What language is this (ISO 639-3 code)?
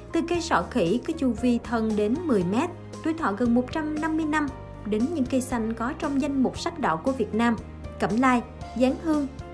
vie